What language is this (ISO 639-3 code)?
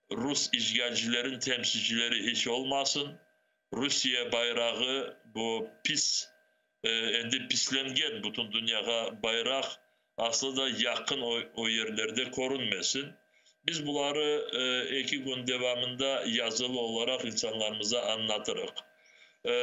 crh